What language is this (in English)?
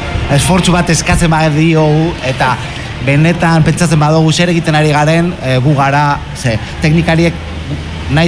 Basque